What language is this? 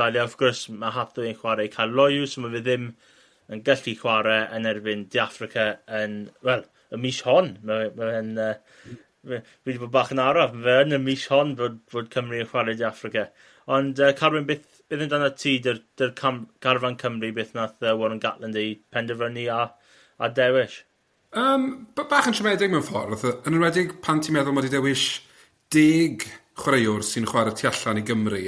Welsh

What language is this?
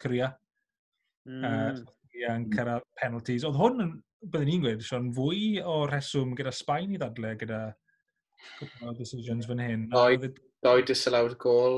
Welsh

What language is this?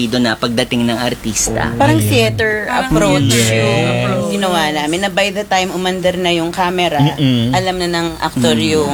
Filipino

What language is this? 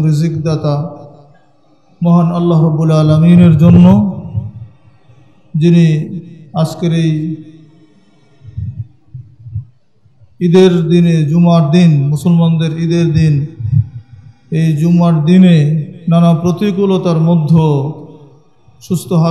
Bangla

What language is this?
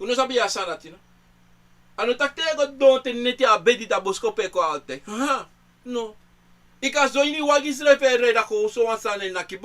Sranan Tongo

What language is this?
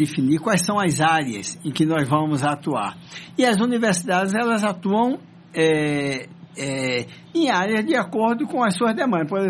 Portuguese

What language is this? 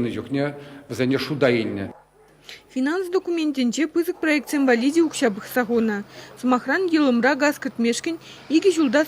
Chuvash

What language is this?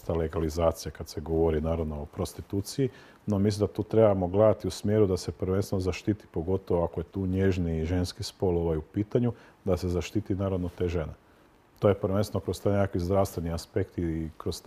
Croatian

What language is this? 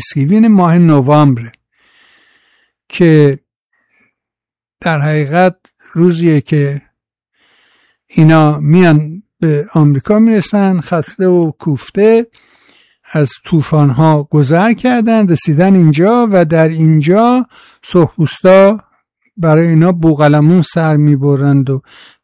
Persian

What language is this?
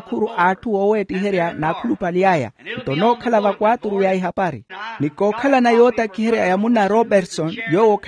Makhuwa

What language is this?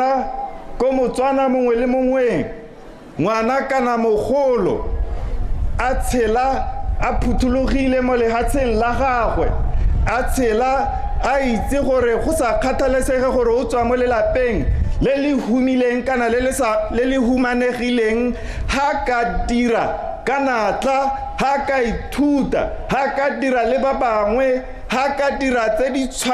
Tswana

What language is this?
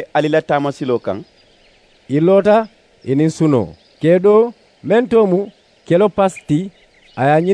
Mandingo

